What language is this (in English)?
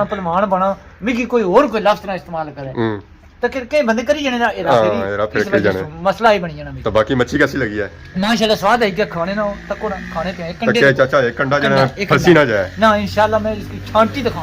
Pahari-Potwari